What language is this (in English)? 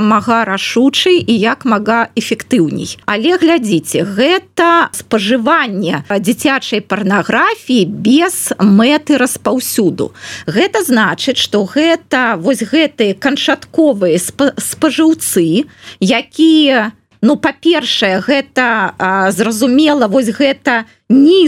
Belarusian